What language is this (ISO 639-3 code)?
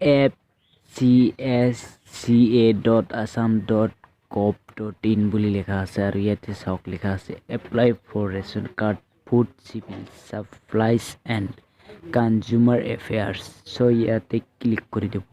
asm